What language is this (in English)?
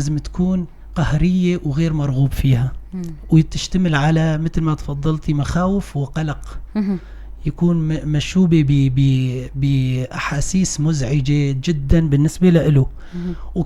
North Levantine Arabic